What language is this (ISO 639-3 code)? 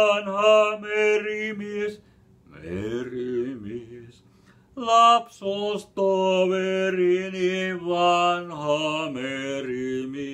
fin